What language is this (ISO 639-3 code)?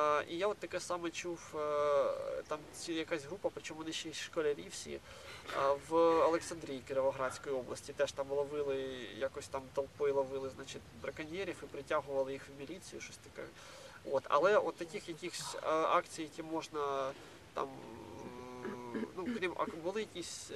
ukr